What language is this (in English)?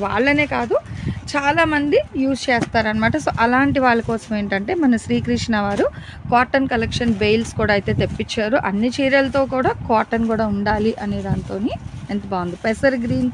Telugu